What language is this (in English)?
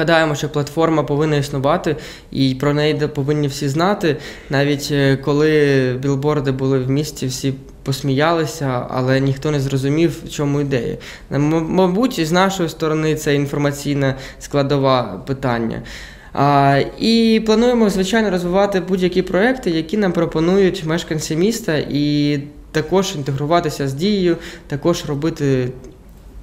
Ukrainian